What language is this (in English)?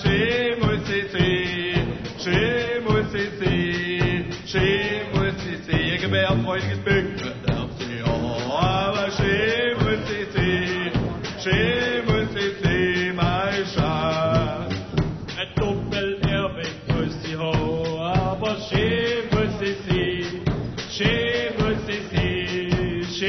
German